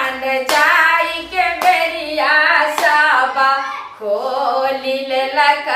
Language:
Maithili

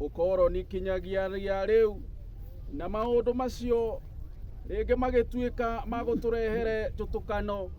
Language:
Kikuyu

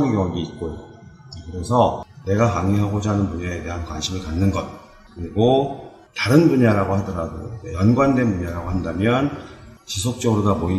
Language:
Korean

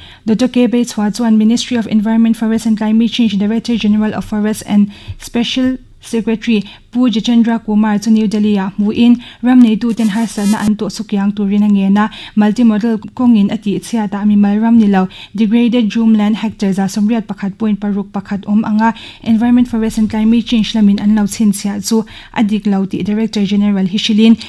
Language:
Mizo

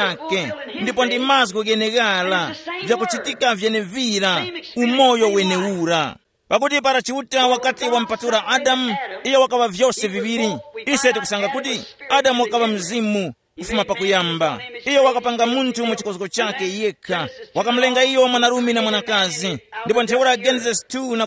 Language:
Tumbuka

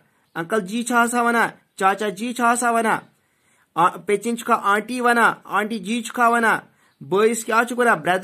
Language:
Kashmiri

